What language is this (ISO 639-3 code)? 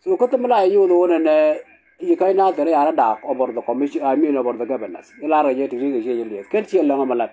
nus